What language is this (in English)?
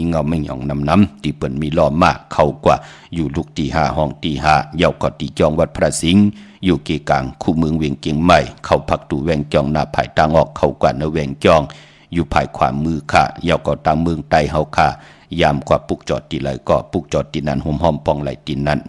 Shan